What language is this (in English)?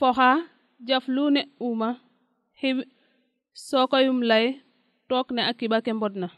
Serer